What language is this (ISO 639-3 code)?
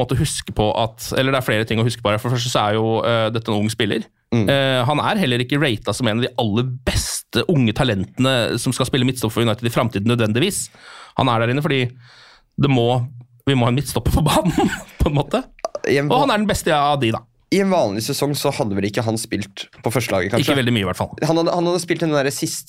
nor